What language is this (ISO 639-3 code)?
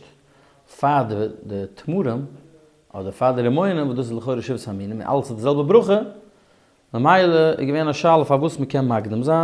yid